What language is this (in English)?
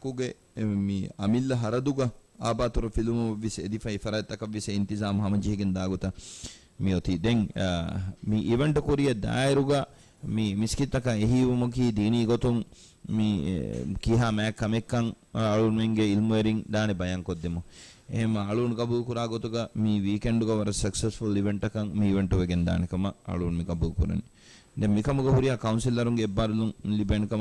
Divehi